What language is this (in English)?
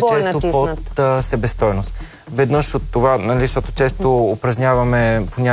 Bulgarian